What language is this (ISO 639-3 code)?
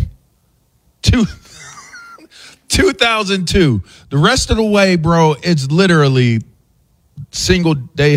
eng